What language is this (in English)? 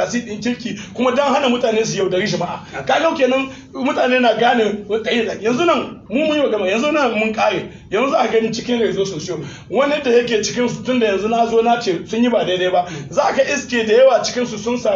Hausa